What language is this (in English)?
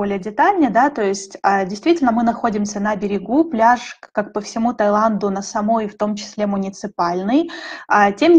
Russian